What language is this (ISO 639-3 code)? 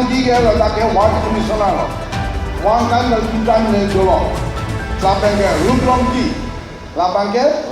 mjw